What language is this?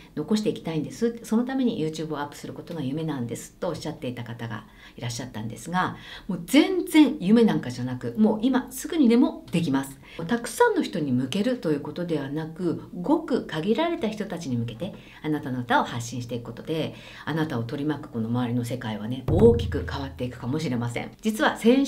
Japanese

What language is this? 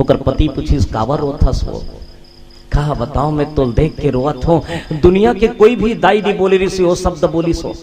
Chhattisgarhi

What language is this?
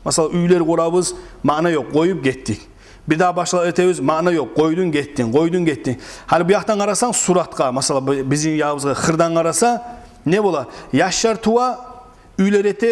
Kumyk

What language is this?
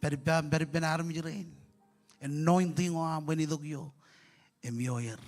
Marshallese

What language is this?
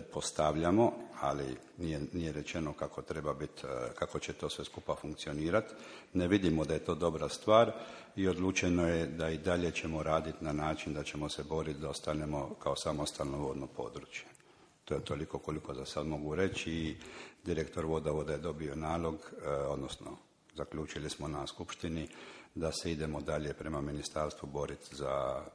Croatian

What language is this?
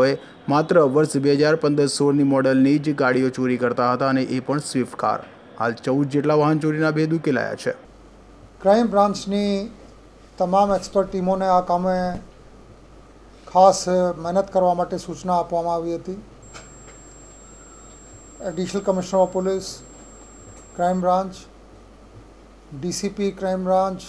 Gujarati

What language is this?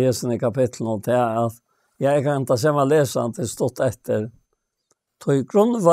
Faroese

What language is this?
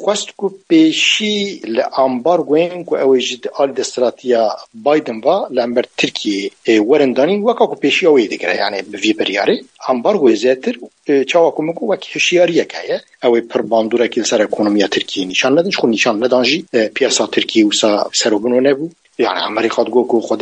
Kurdish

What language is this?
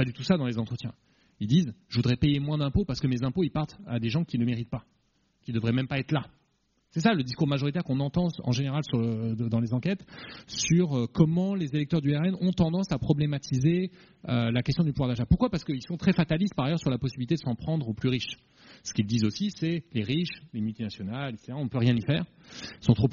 French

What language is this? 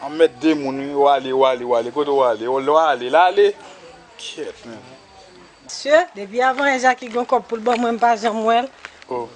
Haitian Creole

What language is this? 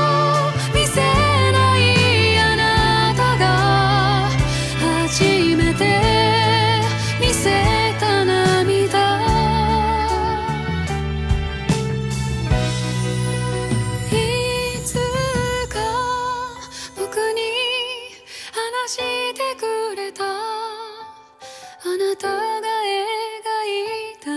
Japanese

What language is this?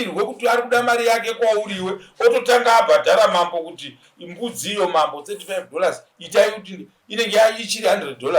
Shona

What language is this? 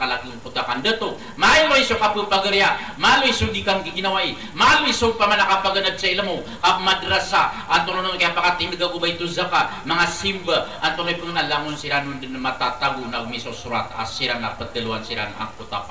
Maranao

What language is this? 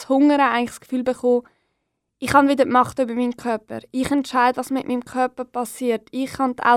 German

